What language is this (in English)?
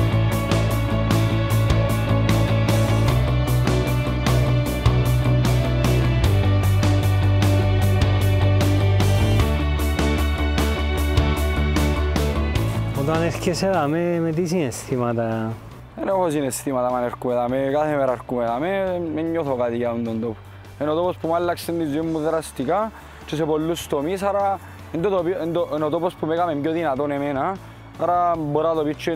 Greek